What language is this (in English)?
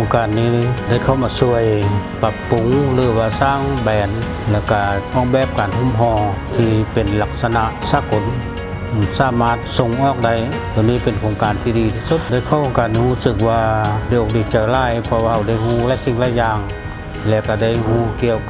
Lao